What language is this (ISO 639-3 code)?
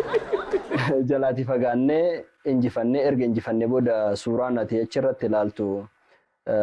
orm